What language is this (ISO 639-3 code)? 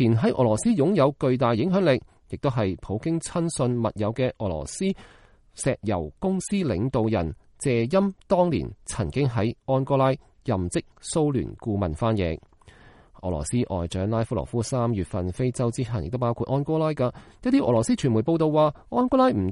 yue